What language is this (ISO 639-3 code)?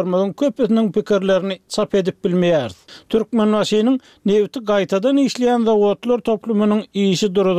tuk